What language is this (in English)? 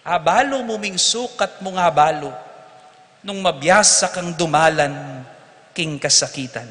Pampanga